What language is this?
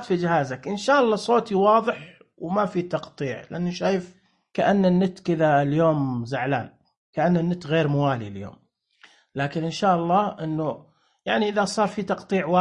Najdi Arabic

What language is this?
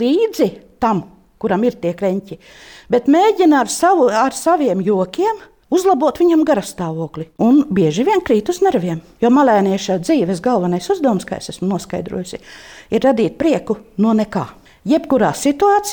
Latvian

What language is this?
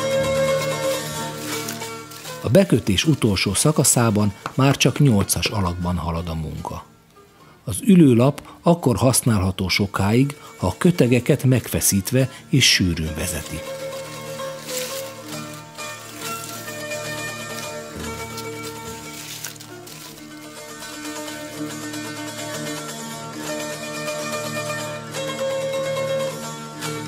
Hungarian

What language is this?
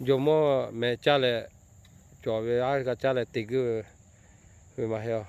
Lahu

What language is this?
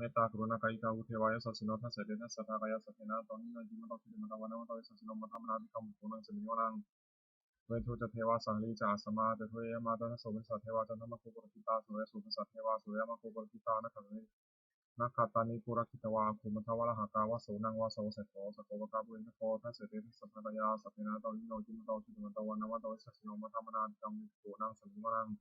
Pali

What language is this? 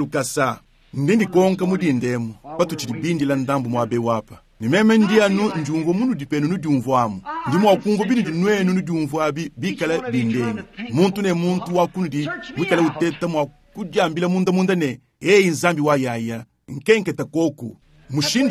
Luba-Lulua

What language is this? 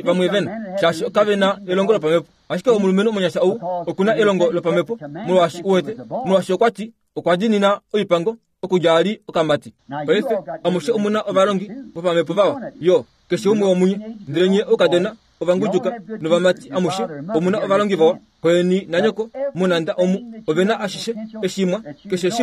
Kuanyama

